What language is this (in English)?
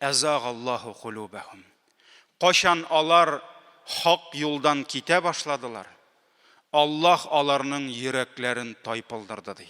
Tatar